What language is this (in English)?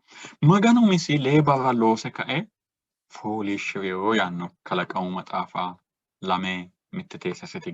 Sidamo